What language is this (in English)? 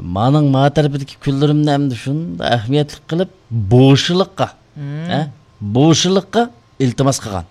Uyghur